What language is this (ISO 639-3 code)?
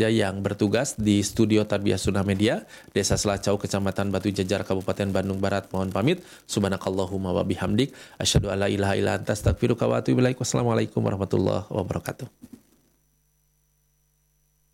ind